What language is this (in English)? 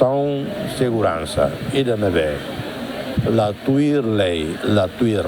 Tetum